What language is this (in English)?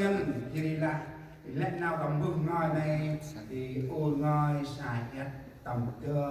Central Mnong